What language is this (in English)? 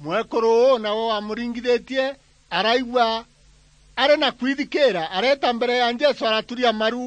Meru